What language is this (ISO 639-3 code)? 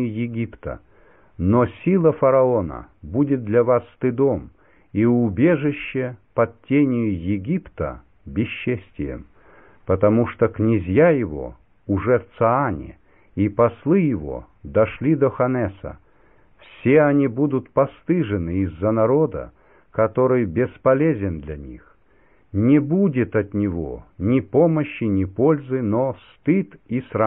rus